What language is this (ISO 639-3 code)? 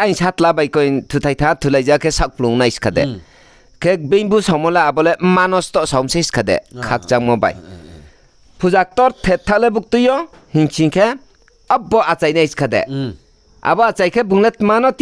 ria